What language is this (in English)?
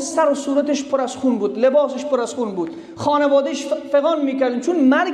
Persian